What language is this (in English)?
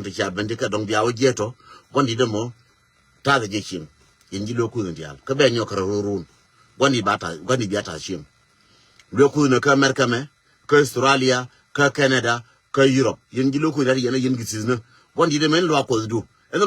Nuer